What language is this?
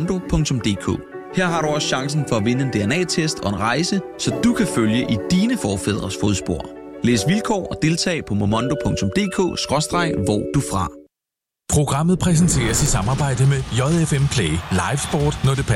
Danish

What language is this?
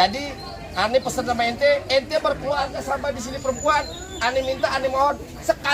Betawi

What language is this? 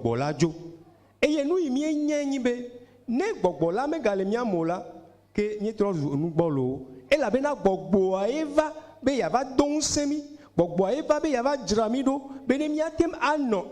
Ewe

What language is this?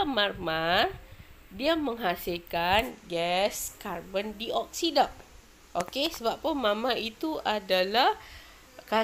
Malay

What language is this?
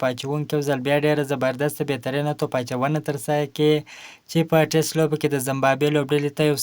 Pashto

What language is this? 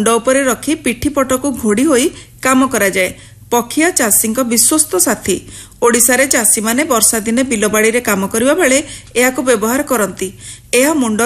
Odia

